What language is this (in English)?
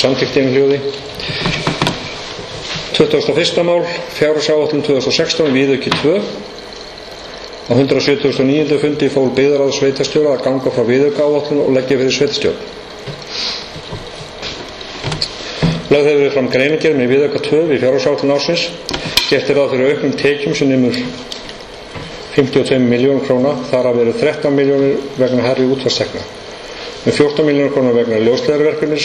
Icelandic